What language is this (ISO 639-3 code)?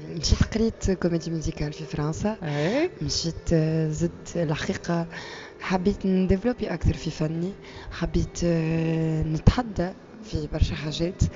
aeb